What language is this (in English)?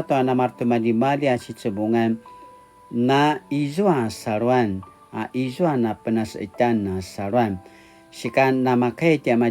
Paiwan